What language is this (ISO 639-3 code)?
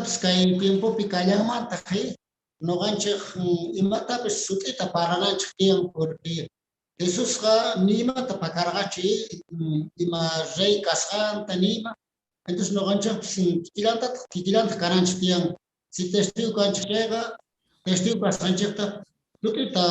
que